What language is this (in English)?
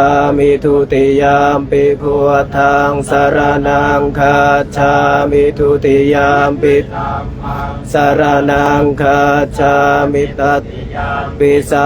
Pali